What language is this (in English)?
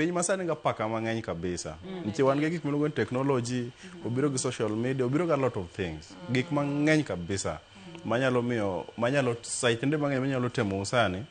Luo (Kenya and Tanzania)